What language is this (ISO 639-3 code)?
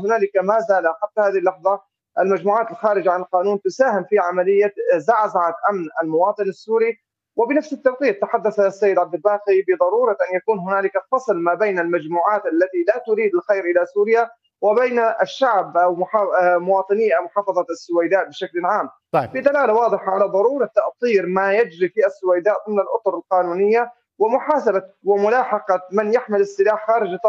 ara